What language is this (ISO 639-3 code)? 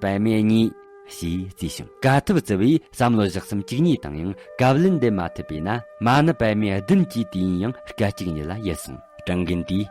bod